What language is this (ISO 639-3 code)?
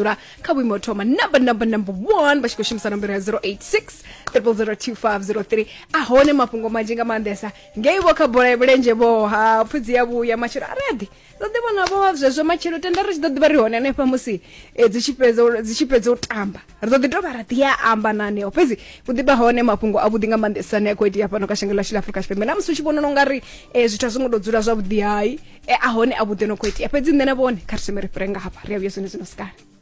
ven